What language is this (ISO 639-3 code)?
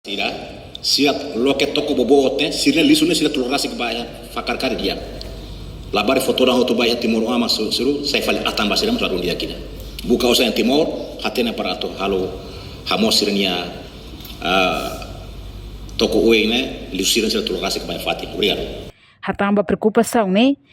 tet